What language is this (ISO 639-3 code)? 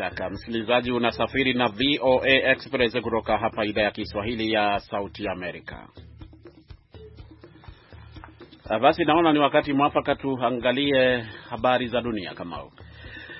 swa